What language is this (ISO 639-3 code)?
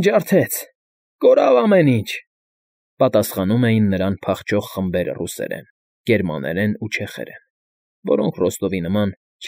hye